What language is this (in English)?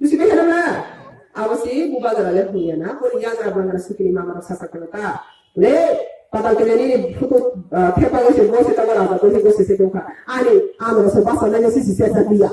Riang (India)